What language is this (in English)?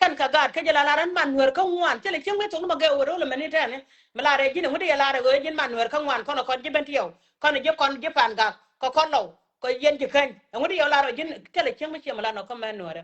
Nuer